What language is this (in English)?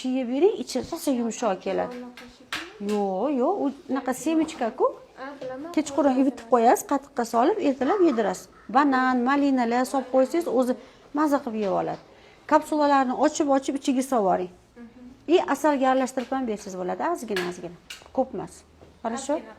Uzbek